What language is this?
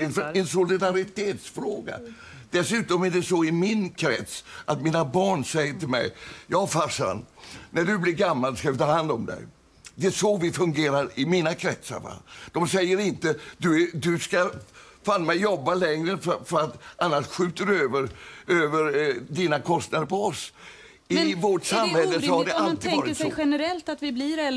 Swedish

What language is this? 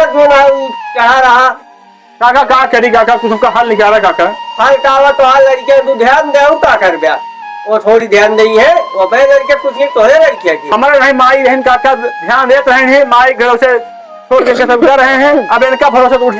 Awadhi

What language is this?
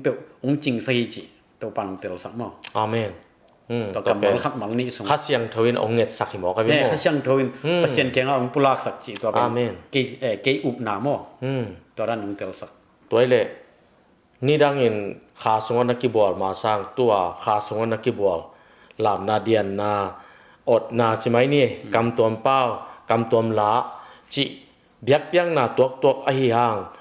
Tedim Chin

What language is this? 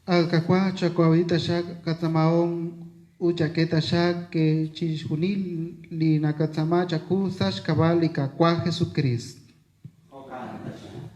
Kekchí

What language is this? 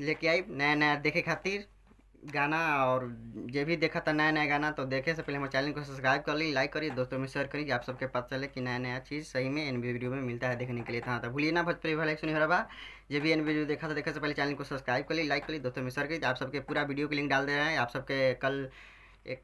Bhojpuri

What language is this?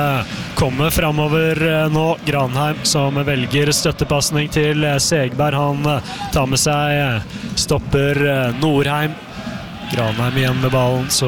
Norwegian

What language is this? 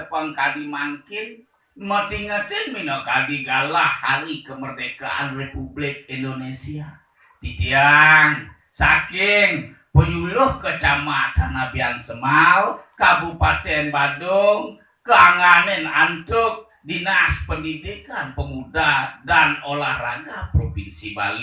Balinese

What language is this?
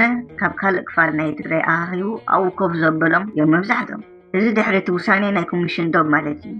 Tigrinya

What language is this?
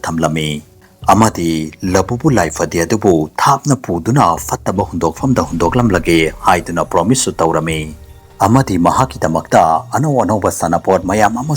Manipuri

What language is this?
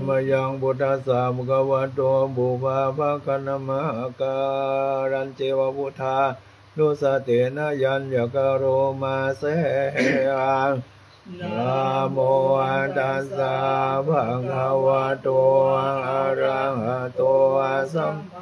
Pali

